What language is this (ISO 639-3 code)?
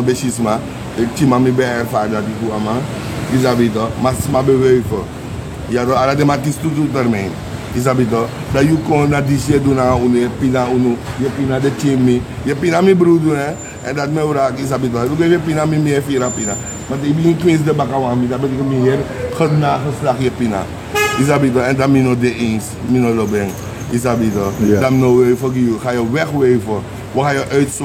srn